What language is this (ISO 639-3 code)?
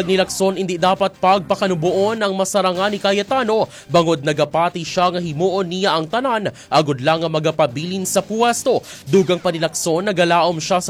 hil